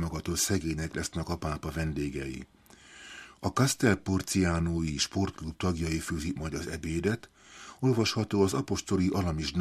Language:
Hungarian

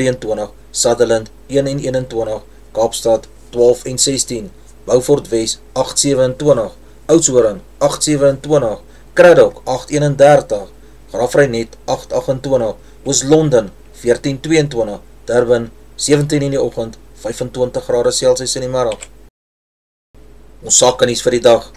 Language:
Afrikaans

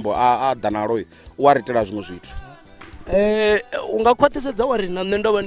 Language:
Venda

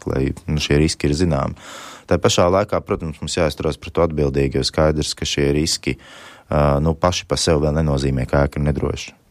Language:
Latvian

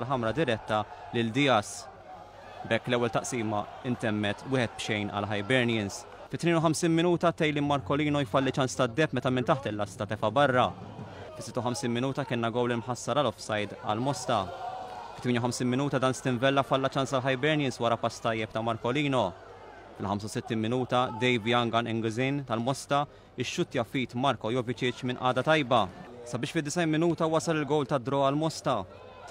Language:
Maltese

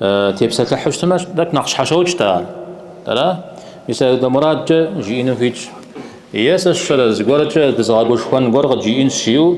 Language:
Kabardian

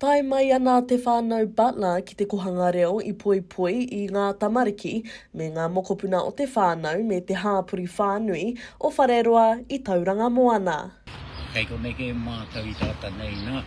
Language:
Māori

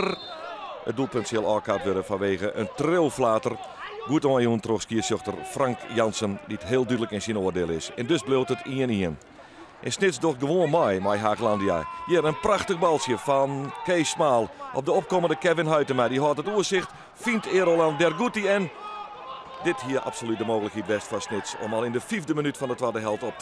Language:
Western Frisian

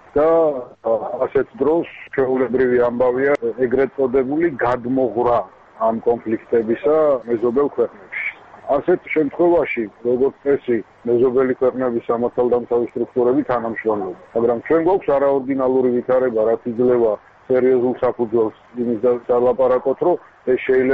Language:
Georgian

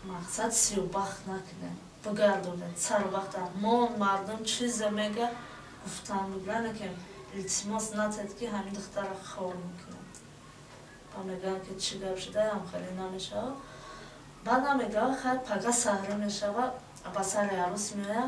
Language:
Tajik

